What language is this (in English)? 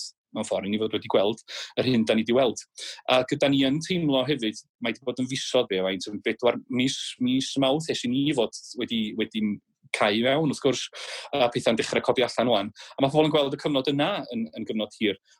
Welsh